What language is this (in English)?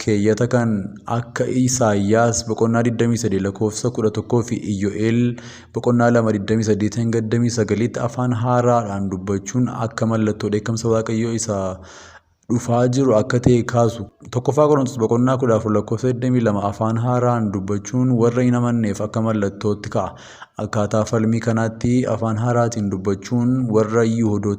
Oromo